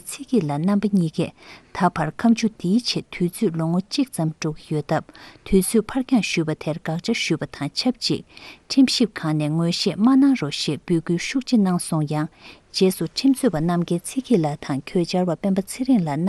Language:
Tibetan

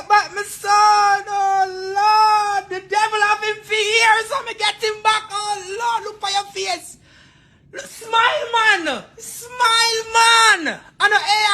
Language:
Jamaican Creole English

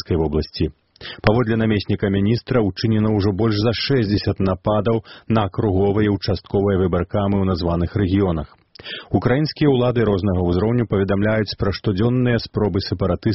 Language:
Belarusian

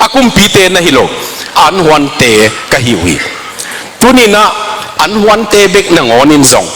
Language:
Tedim Chin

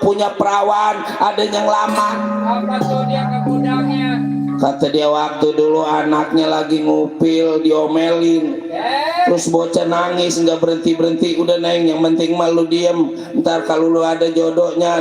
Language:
Betawi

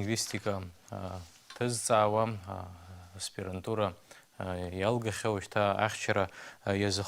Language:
Abkhazian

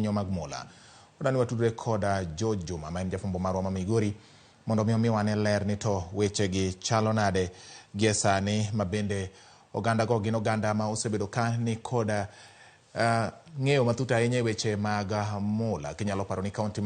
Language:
Luo (Kenya and Tanzania)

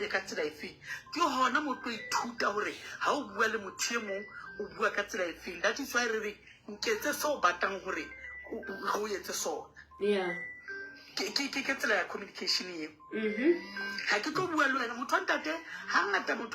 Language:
Southern Sotho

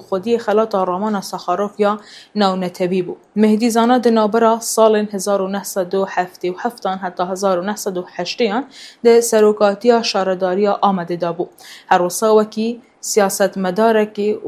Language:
Kurdish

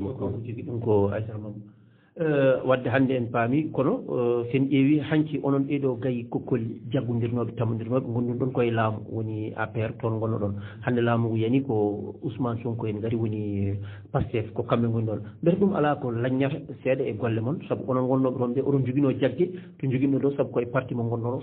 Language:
Fula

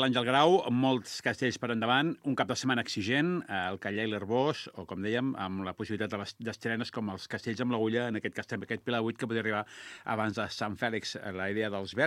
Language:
Catalan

